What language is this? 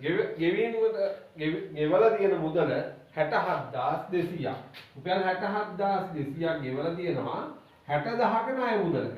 Sinhala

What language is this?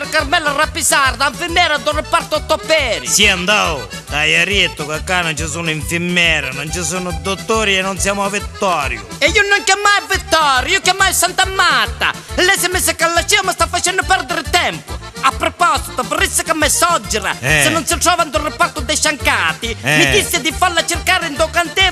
Neapolitan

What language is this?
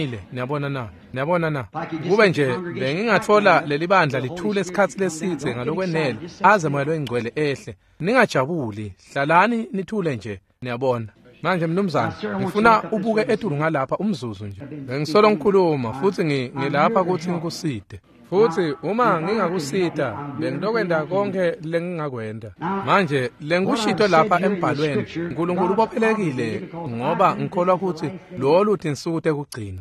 Swati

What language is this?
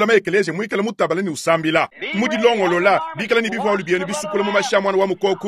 Luba-Lulua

